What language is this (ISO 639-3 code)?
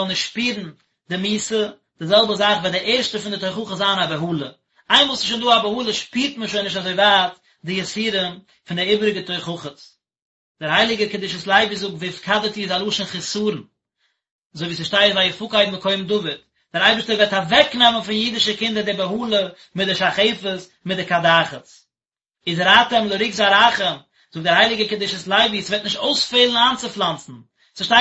yid